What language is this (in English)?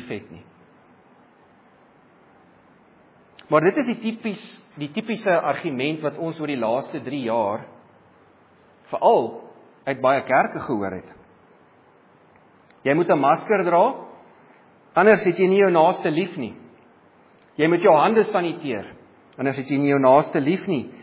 Afrikaans